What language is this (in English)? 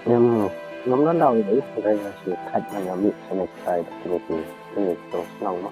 Khasi